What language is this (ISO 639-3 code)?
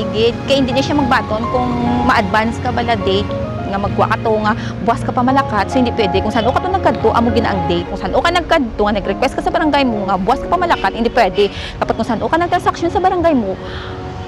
hil